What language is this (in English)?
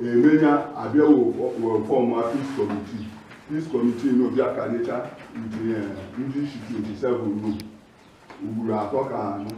Igbo